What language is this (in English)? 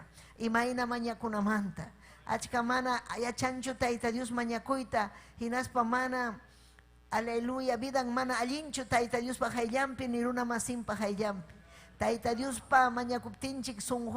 Ayacucho Quechua